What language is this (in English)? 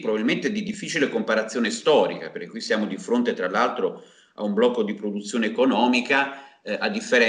Italian